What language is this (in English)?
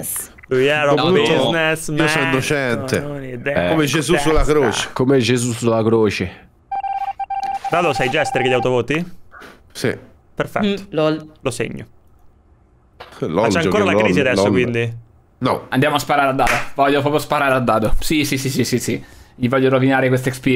Italian